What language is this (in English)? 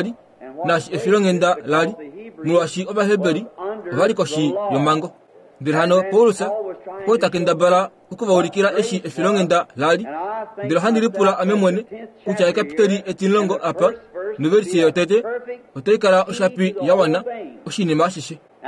Kuanyama